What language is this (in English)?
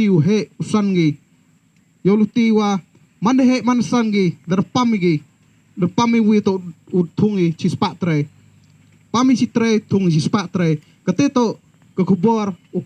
Pnar